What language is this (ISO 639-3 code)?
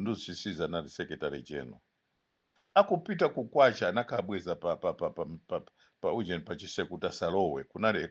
nya